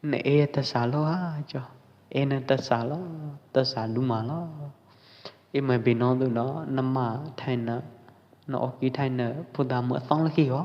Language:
Pwo Eastern Karen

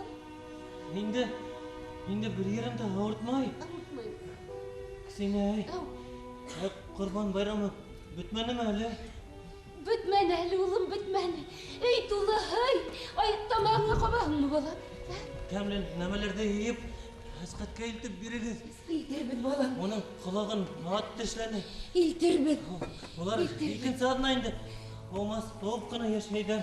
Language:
Bashkir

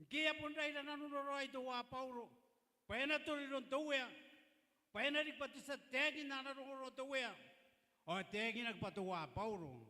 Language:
Gilbertese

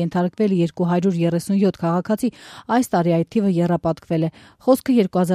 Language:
Armenian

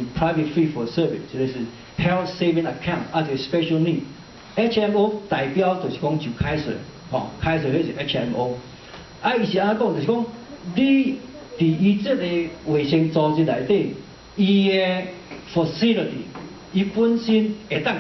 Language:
Min Nan Chinese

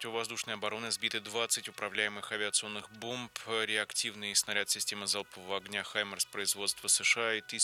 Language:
Russian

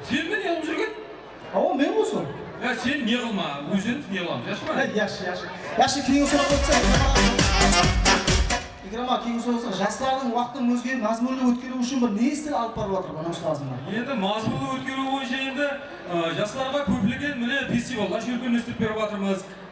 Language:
Kara-Kalpak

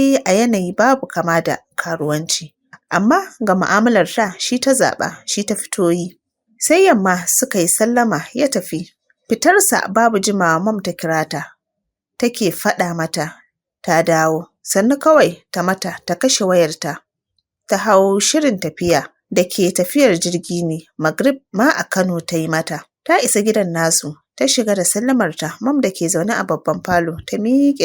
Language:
Hausa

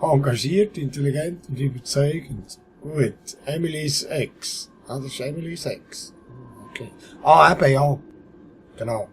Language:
Swiss German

